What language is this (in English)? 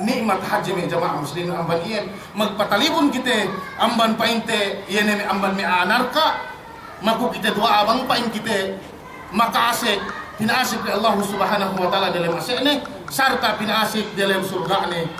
Yakan